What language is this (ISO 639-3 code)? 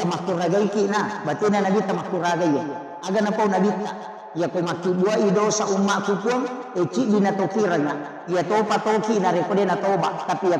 bug